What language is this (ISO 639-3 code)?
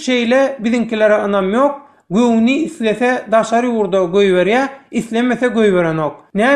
tuk